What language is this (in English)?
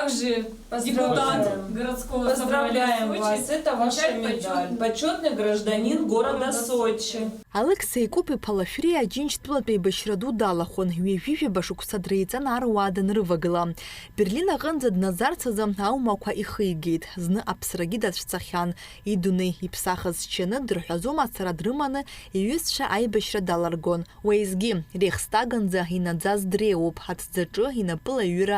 Abkhazian